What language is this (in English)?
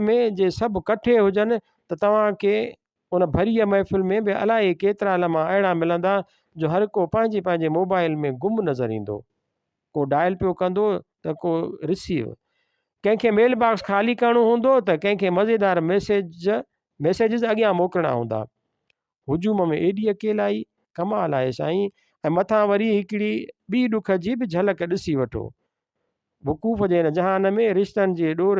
Sindhi